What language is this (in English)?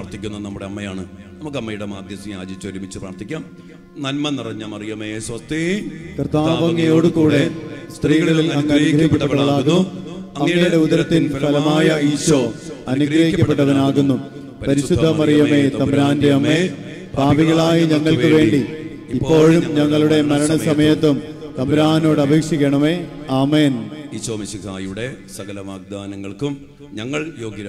Malayalam